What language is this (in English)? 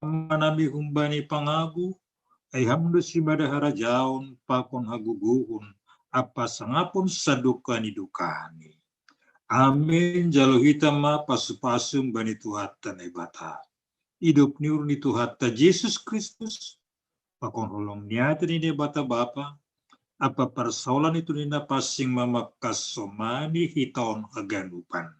Batak Simalungun